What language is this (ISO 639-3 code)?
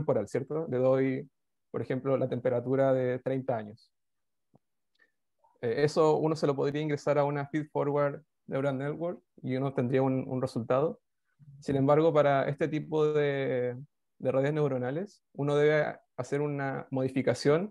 spa